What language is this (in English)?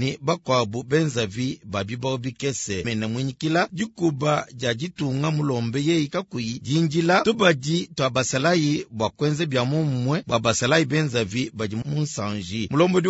Luba-Lulua